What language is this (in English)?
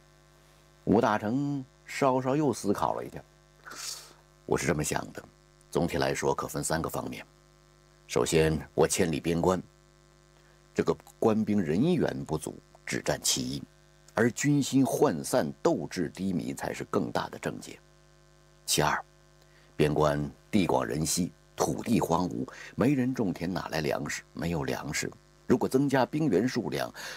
Chinese